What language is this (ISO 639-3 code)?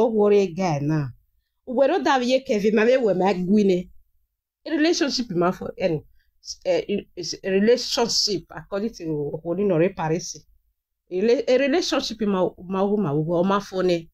pcm